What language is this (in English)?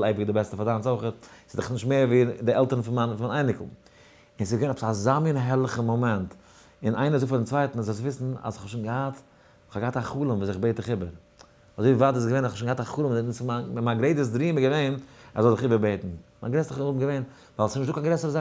Yiddish